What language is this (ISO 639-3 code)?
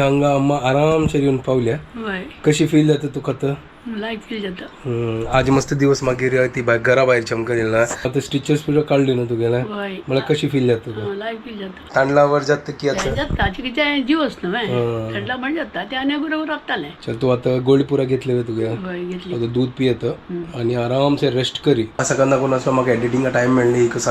kok